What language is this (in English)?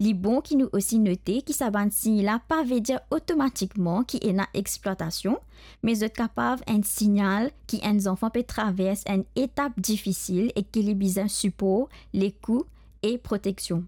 Morisyen